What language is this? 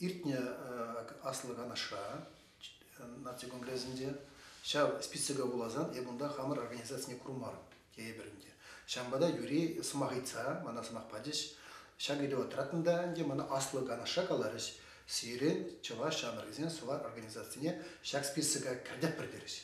Chuvash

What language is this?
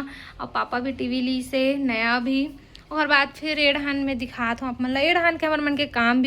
Chhattisgarhi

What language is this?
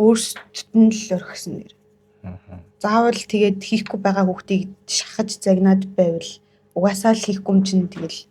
Mongolian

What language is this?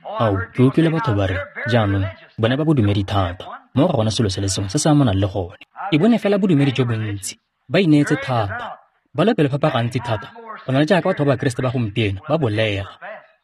Tswana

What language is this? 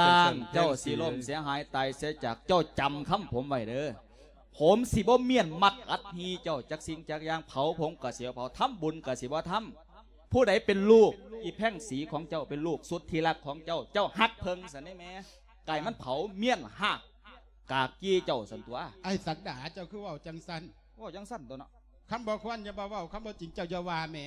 Lao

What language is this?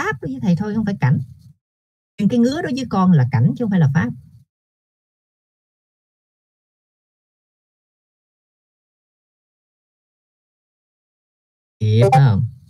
Vietnamese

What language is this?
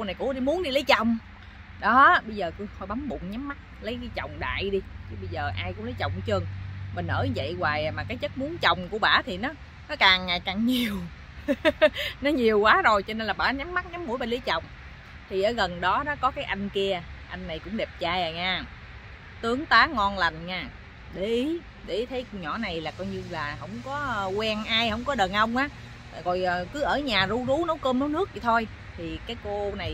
Vietnamese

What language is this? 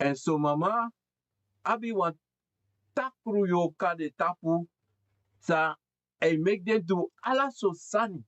Sranan Tongo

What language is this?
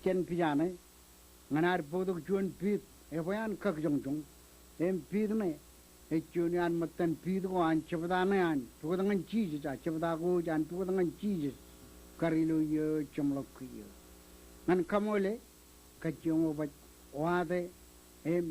Marshallese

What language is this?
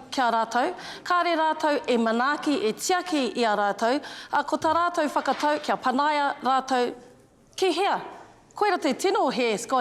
Māori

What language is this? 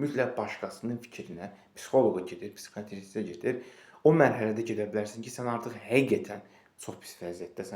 Azerbaijani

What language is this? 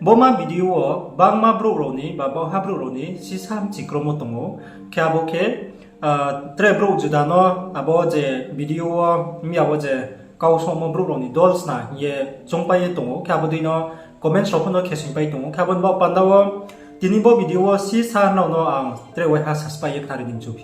Riang (India)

